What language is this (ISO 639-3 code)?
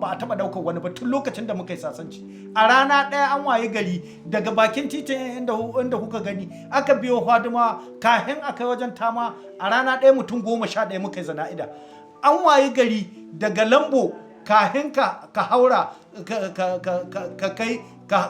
hau